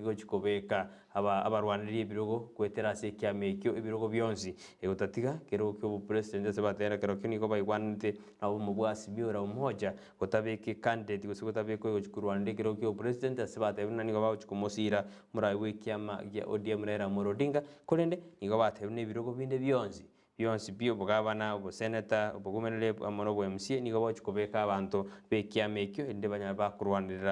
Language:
Gusii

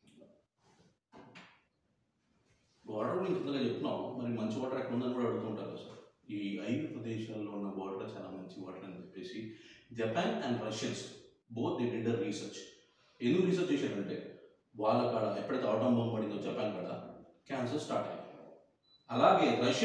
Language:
Telugu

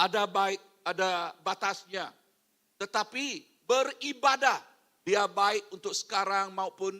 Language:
Iban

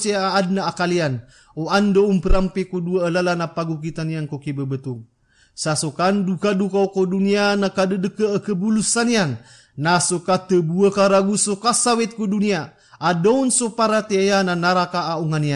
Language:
Maranao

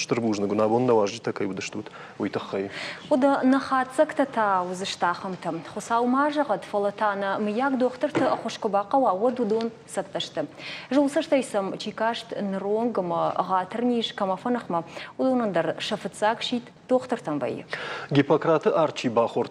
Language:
Ossetic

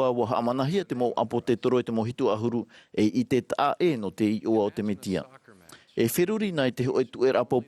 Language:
Tahitian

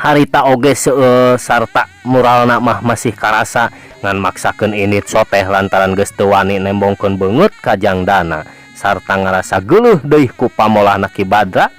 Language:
Sundanese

